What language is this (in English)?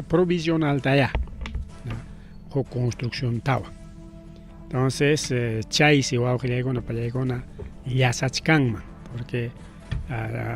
Ayacucho Quechua